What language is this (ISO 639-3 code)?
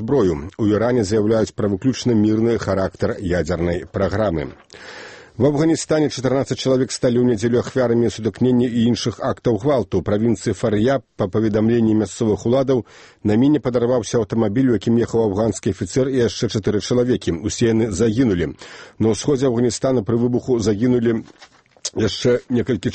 bel